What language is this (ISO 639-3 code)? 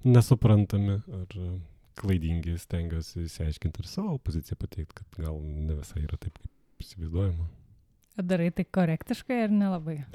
lit